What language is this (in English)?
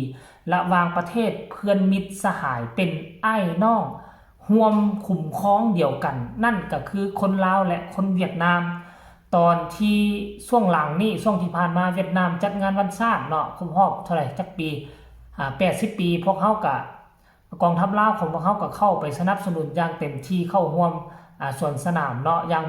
Lao